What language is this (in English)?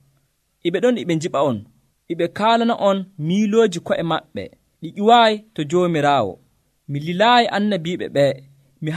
Nigerian Fulfulde